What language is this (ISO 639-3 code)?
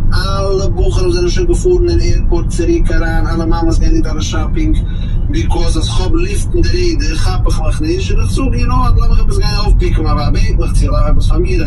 yid